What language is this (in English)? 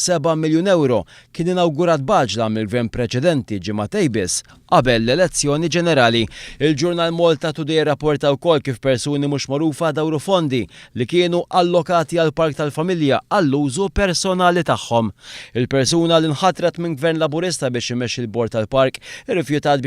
Maltese